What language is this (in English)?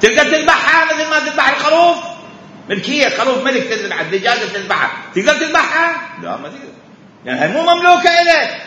Mesopotamian Arabic